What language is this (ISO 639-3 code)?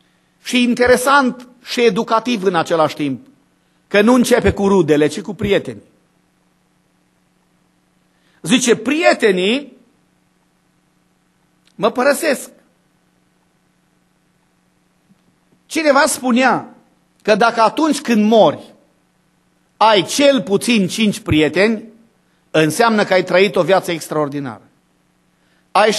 ron